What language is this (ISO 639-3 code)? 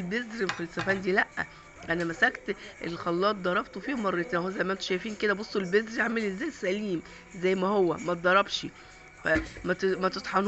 arz